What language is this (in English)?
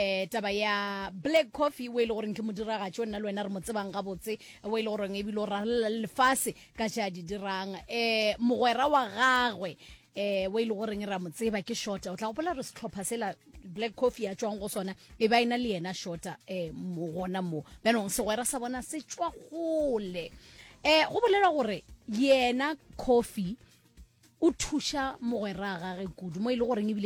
Northern Sotho